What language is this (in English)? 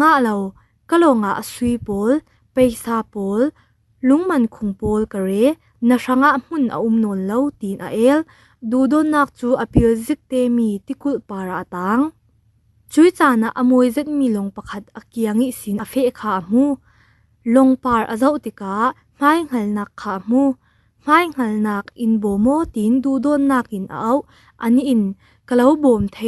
Falam Chin